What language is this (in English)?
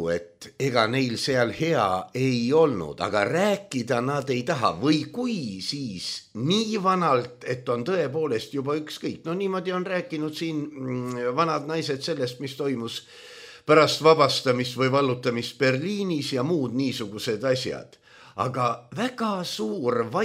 Estonian